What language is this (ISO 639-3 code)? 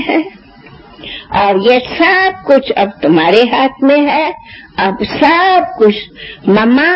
hin